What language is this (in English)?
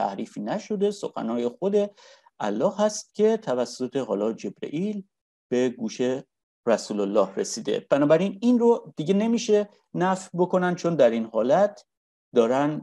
Persian